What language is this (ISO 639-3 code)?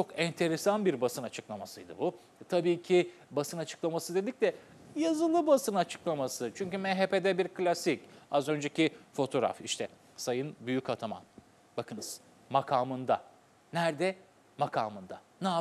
tur